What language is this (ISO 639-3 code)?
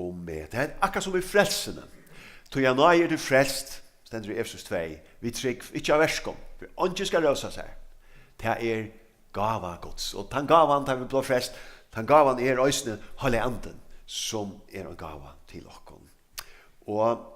fao